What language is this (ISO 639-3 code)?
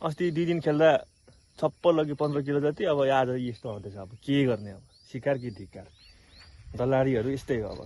nep